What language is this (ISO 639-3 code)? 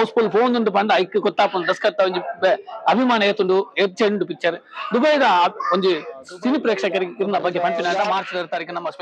tcy